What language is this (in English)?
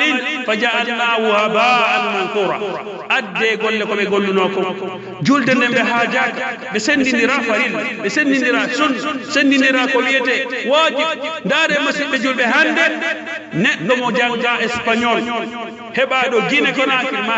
Pular